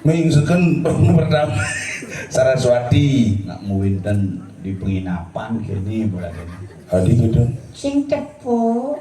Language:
Balinese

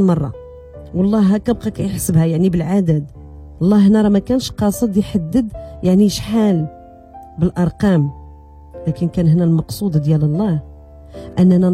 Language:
Moroccan Arabic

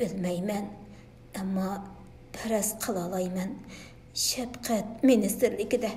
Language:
Uyghur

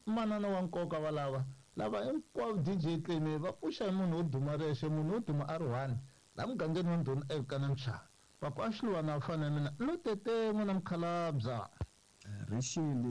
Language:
Tsonga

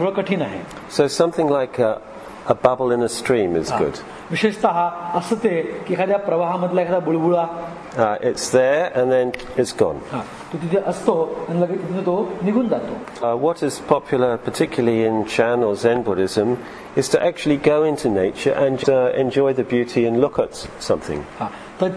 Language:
Marathi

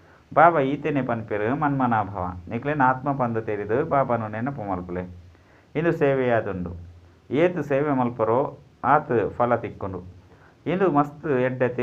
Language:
Tulu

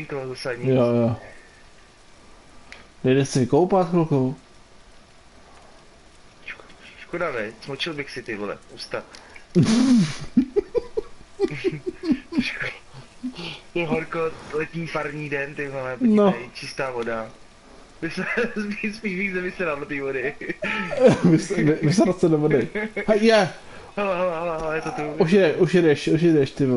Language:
Czech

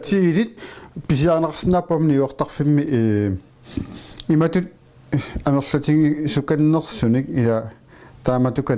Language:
Kalaallisut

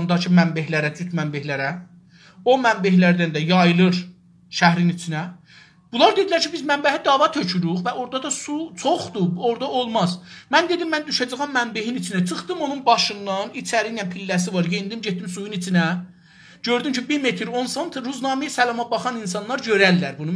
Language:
South Azerbaijani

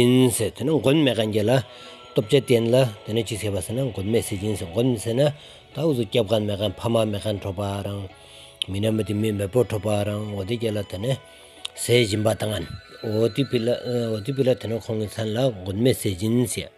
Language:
Stod Bhoti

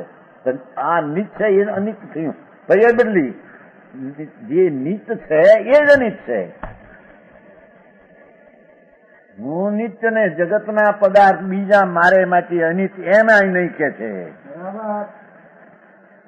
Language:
Gujarati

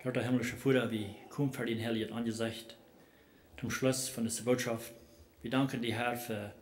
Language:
Plautdietsch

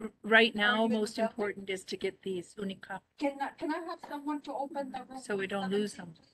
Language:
Māori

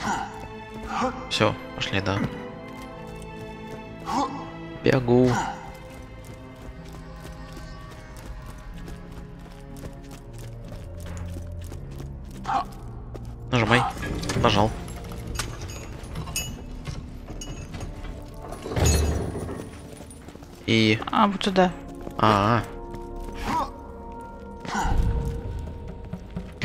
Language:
Russian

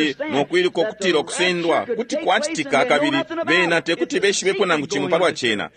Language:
Bemba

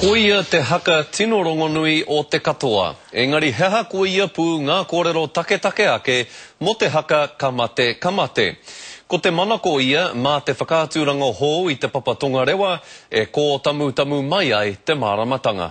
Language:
Māori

